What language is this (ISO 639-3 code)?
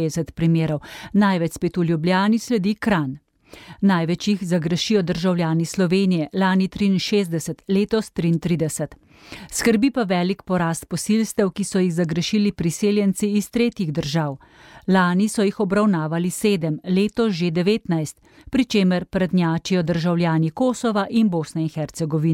slv